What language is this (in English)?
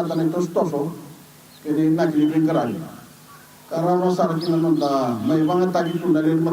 Fijian